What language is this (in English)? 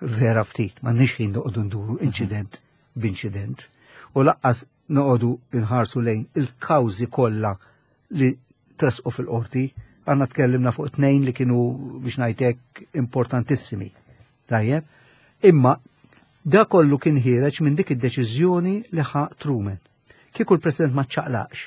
Maltese